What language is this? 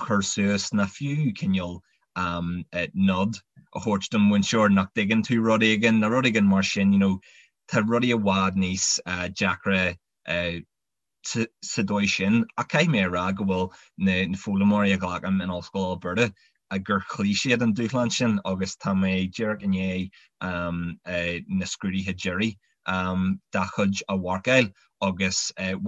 Irish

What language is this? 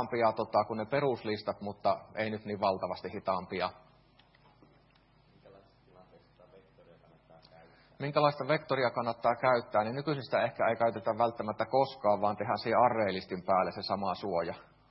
Finnish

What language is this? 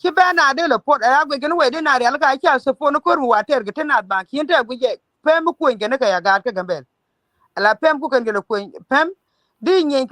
Nuer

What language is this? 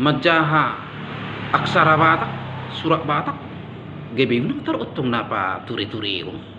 Batak Toba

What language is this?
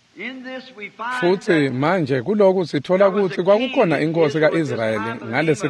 Swati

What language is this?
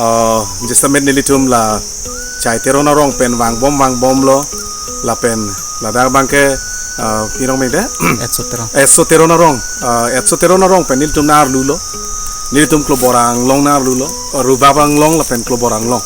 Karbi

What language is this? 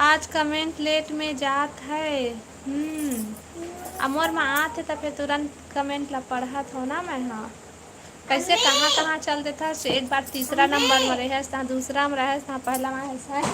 Chhattisgarhi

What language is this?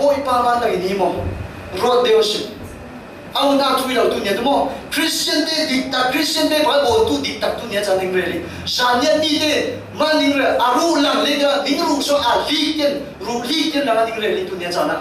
Falam Chin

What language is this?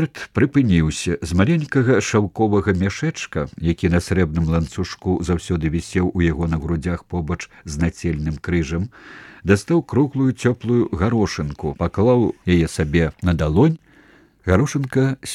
Belarusian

